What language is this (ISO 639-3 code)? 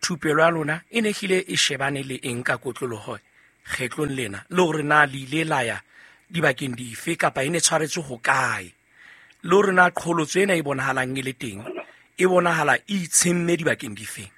sot